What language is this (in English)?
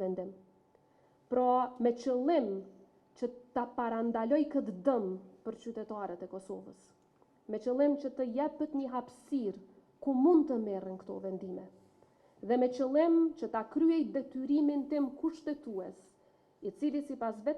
Albanian